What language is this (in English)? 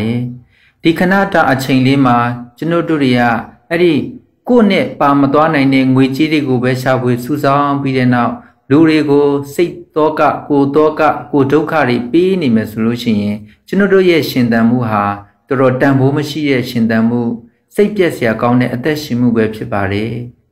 Burmese